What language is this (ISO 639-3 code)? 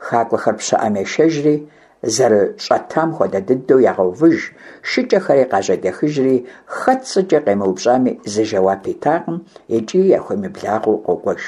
kbd